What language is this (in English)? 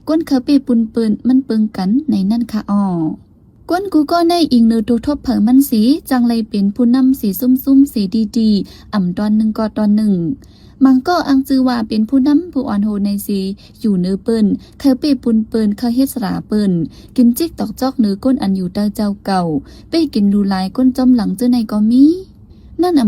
Shan